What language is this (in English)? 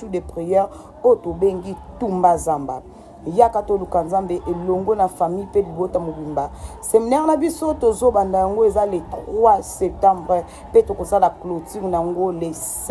Lingala